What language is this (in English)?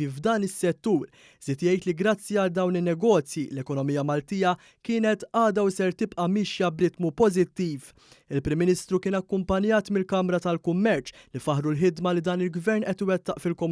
Maltese